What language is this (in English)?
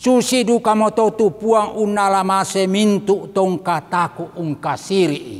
Toraja-Sa'dan